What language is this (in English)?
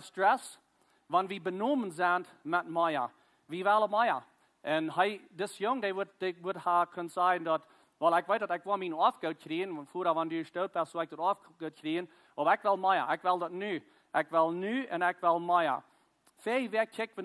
Plautdietsch